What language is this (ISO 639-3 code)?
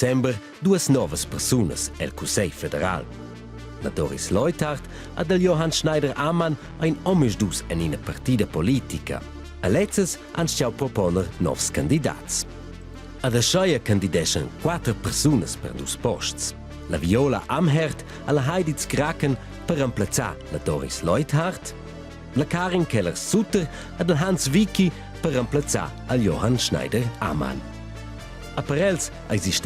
roh